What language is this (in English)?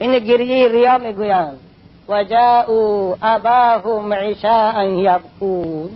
Tajik